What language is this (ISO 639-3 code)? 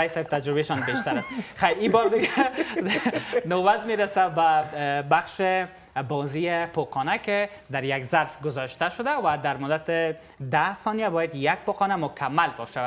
fas